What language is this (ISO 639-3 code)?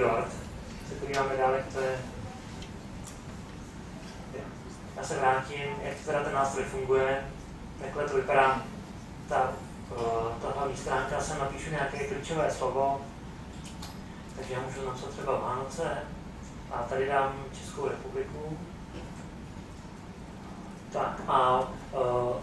ces